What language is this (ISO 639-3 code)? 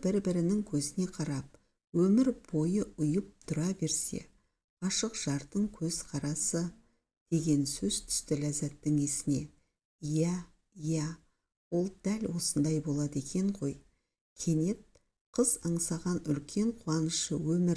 kaz